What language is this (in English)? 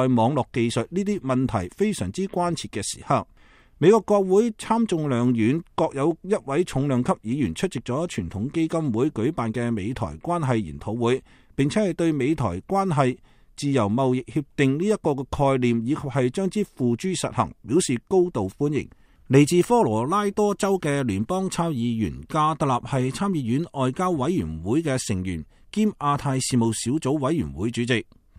Cantonese